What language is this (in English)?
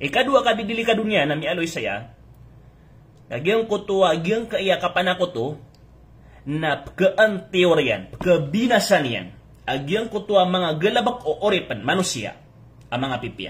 Maranao